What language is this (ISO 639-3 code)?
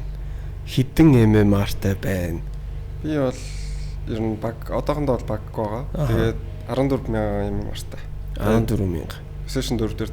mon